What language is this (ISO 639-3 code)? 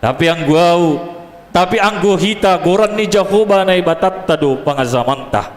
bts